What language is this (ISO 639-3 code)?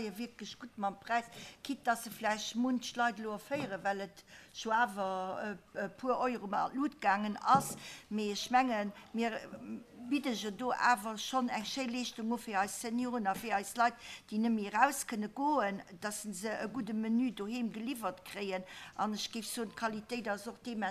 ltz